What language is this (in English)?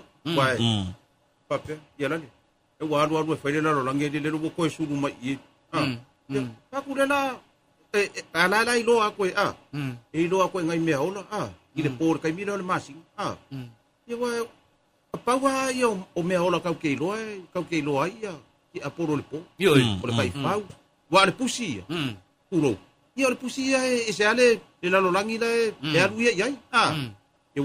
Samoan